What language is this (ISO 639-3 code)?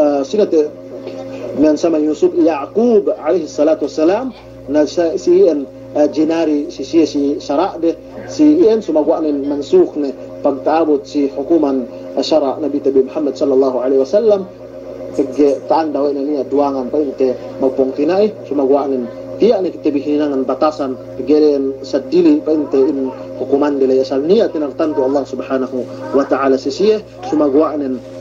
yka